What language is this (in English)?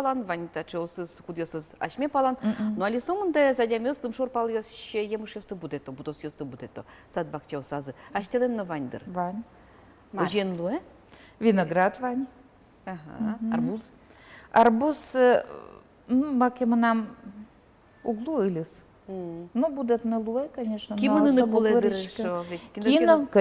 Udmurt